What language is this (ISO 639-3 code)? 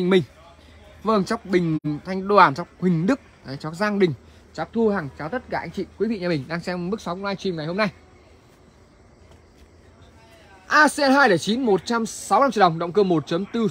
vie